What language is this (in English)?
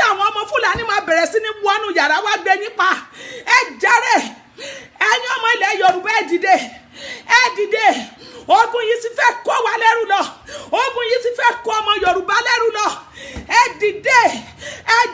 Yoruba